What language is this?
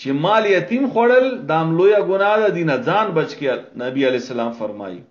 Pashto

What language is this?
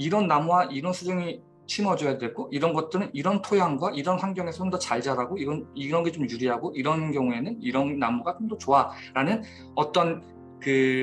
Korean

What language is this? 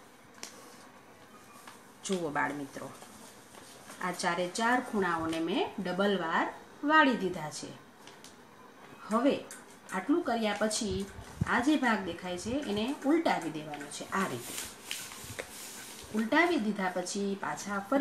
Gujarati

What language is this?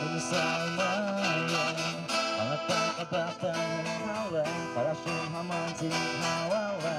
Bashkir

